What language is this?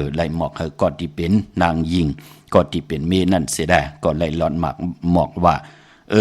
Shan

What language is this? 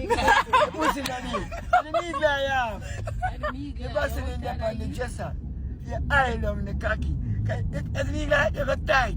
Jamaican Creole English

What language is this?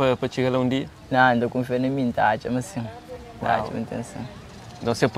Kabuverdianu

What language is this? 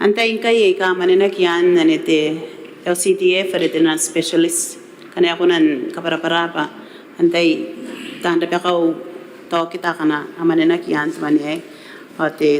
Gilbertese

